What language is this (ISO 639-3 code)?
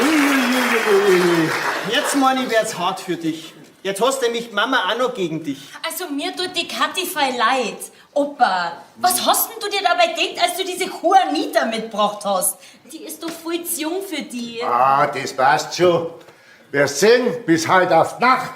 bar